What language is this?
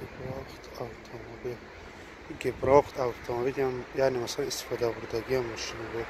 Tajik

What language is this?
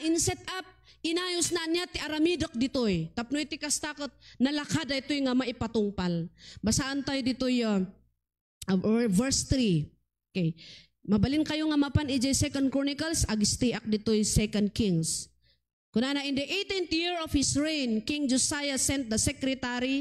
Iloko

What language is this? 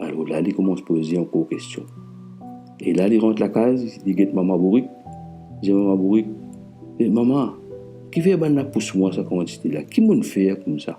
Morisyen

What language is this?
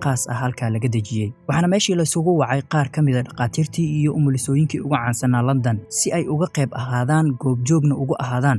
Somali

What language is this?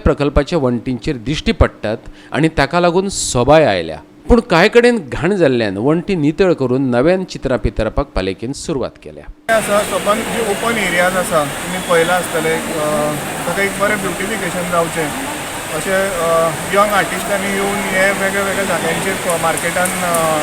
Konkani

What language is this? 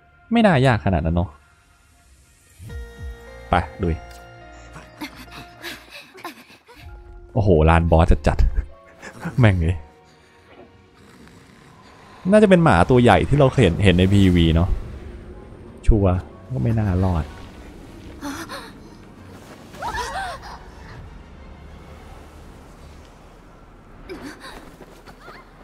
Thai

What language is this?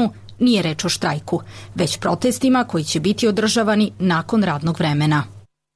Serbian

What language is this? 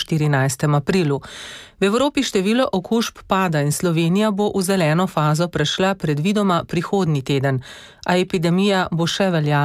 Slovenian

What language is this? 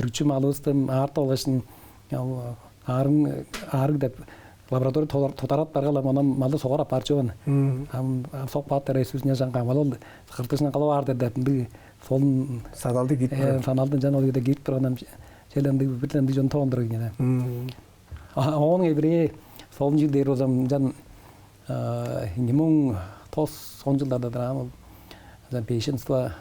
Tuvinian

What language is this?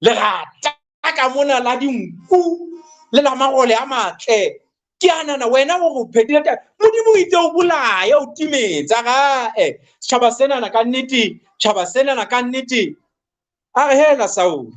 Southern Sotho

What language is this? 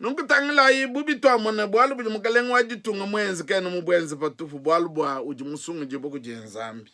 Luba-Lulua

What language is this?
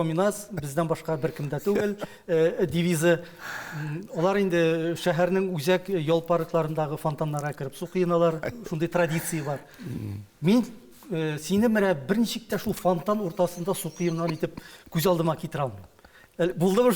Tatar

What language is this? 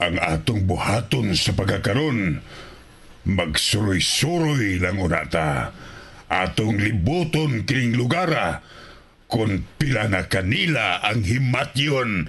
Cebuano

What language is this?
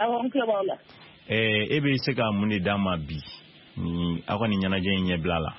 Bambara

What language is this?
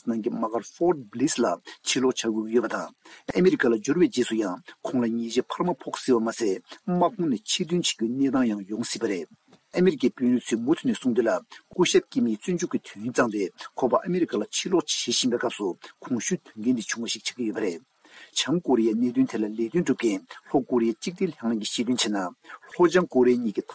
Tibetan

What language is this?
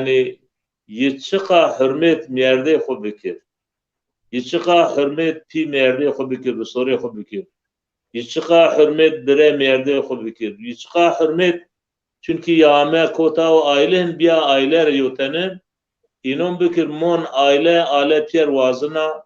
Zaza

